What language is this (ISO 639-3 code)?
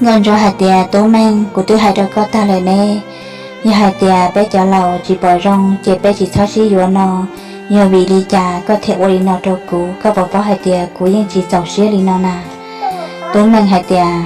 hmn